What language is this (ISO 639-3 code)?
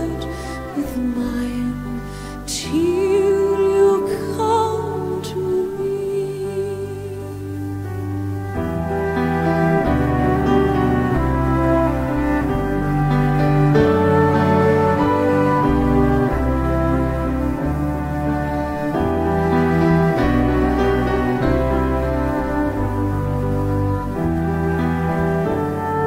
eng